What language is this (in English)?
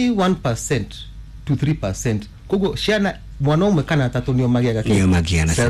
Kikuyu